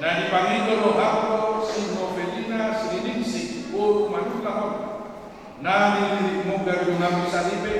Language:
Batak Toba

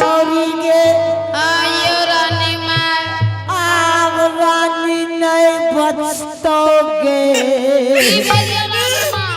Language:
Angika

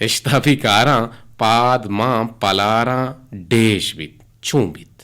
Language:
Eastern Balochi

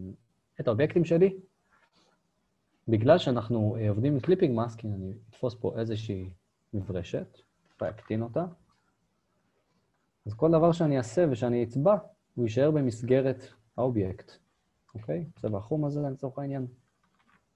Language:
Hebrew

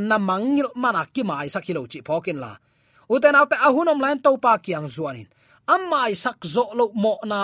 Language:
Tedim Chin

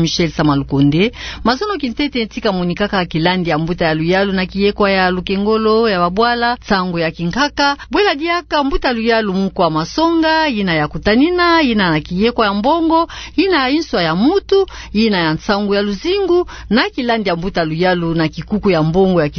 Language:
Kituba (Democratic Republic of Congo)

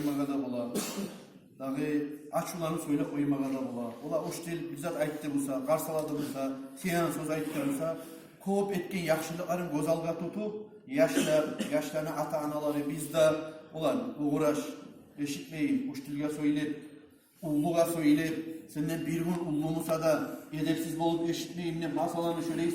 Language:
Kumyk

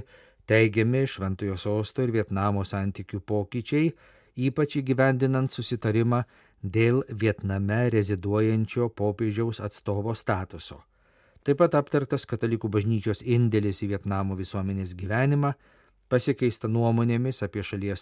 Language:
Lithuanian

